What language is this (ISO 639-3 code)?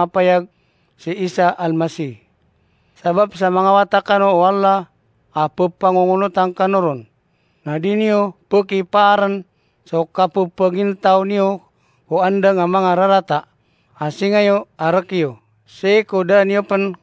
mrw